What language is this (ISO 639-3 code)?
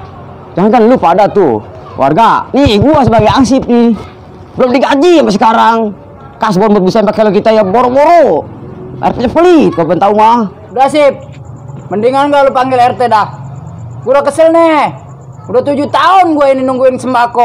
bew